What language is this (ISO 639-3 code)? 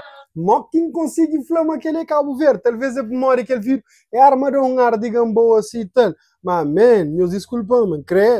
kea